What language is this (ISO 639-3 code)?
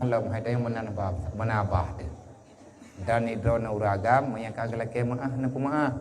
ace